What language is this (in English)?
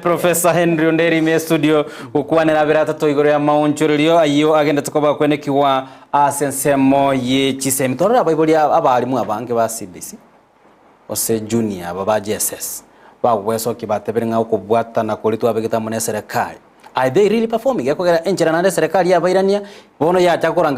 Gusii